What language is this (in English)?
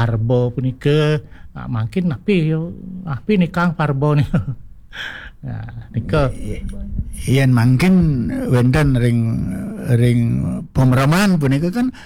Balinese